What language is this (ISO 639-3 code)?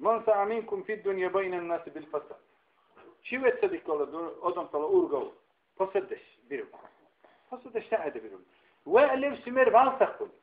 dar